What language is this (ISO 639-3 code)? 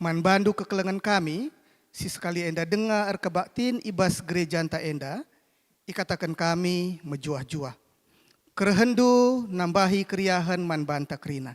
btx